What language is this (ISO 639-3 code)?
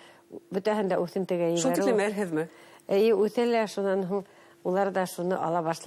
bak